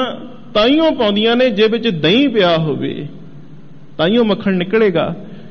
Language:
Punjabi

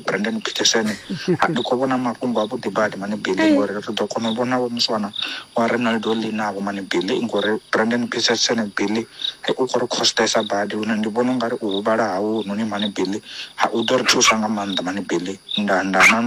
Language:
Venda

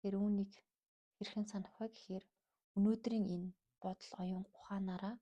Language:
Mongolian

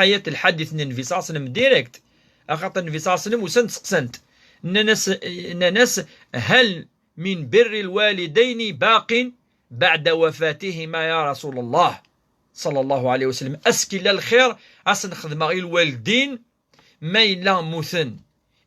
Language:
Kabyle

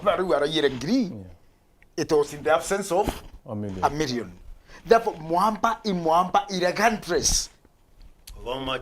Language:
Meru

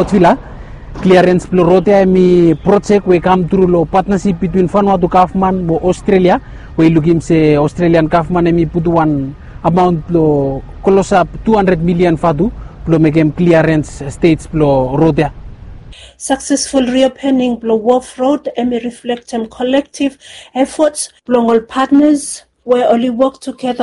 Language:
Bislama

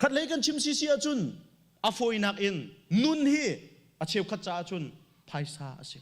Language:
Hakha Chin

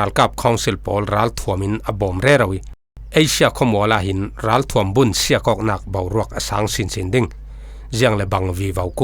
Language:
Falam Chin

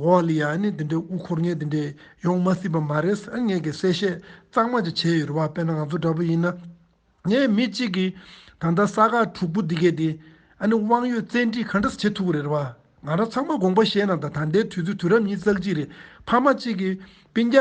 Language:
Tibetan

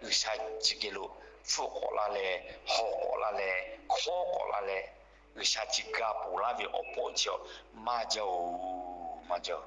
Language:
Lahu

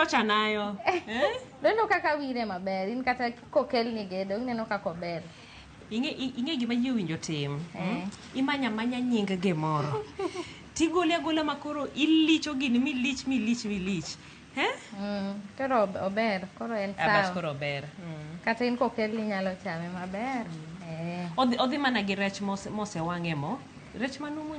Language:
Luo (Kenya and Tanzania)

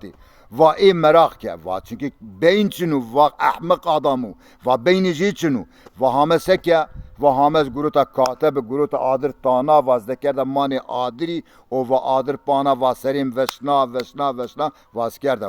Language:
Zaza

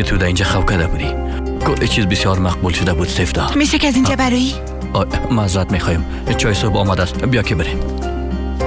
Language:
Persian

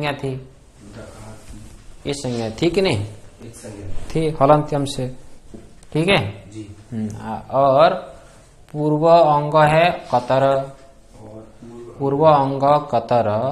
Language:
Hindi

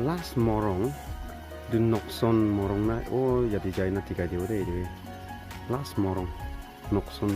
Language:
Naga Pidgin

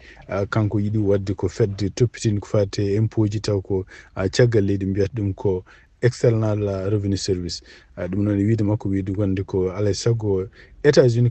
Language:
Fula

